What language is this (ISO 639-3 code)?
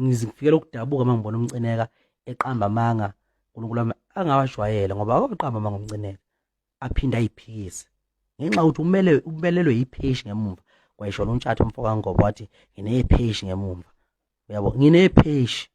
zul